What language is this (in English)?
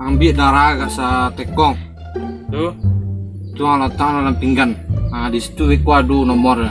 Minangkabau